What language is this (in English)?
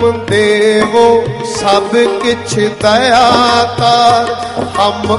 Punjabi